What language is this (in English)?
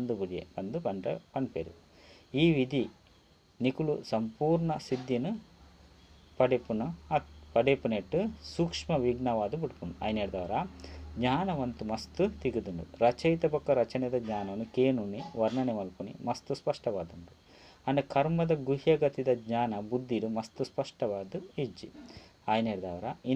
Tulu